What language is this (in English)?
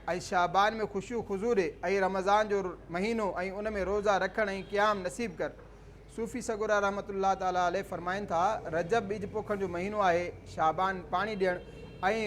Sindhi